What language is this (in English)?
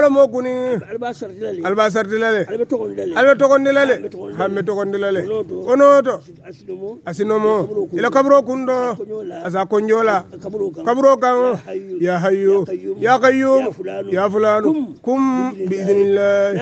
Hausa